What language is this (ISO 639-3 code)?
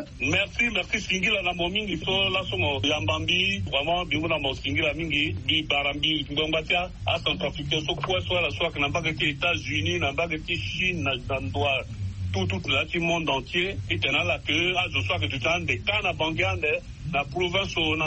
sag